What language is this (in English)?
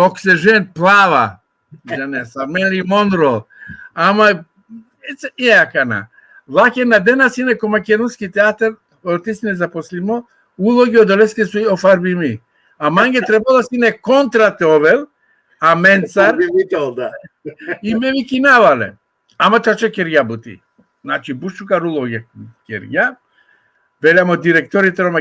Balkan Romani